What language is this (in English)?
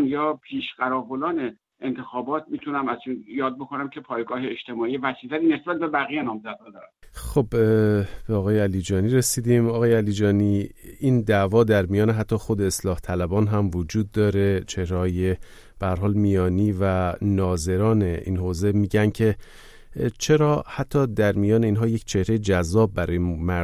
Persian